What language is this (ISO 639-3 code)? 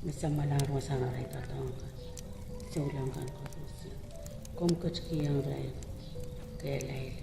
pon